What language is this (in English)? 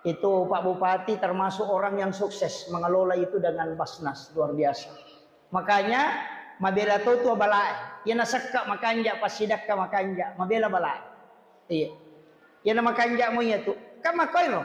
Buginese